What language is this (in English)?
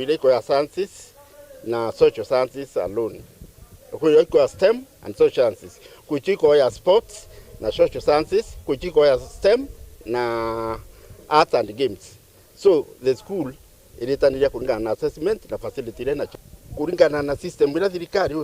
Meru